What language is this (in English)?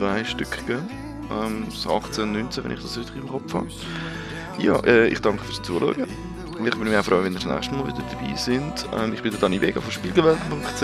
Swiss German